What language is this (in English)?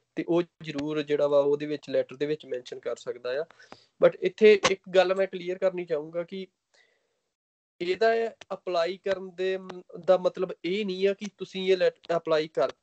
Punjabi